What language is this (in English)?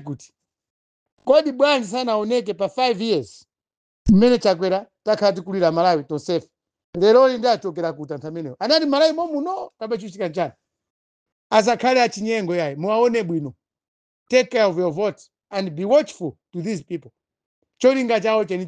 Nyanja